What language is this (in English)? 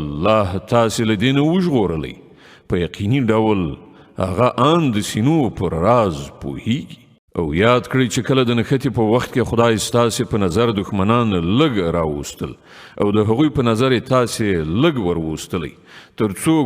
Pashto